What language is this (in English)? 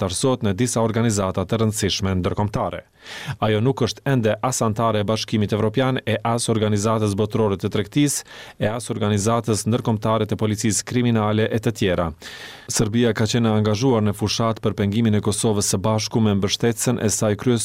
Albanian